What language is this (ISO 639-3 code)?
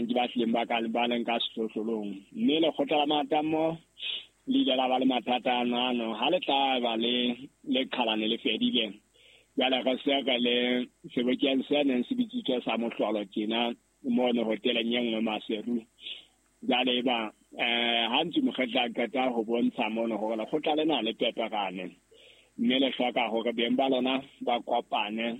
sot